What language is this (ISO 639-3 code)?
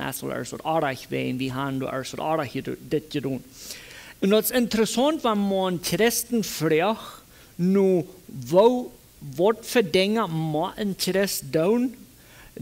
pdt